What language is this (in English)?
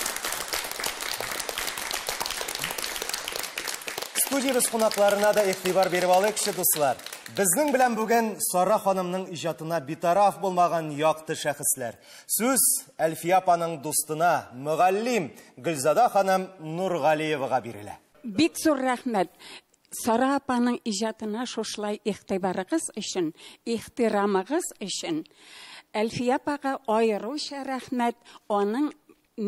Tatar